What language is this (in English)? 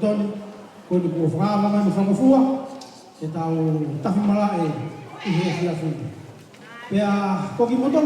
Tongan